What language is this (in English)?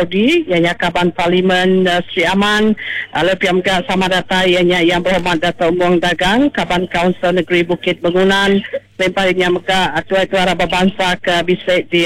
Iban